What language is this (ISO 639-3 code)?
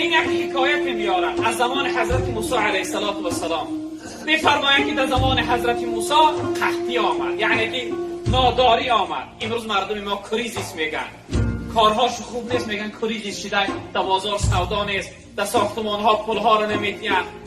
tgk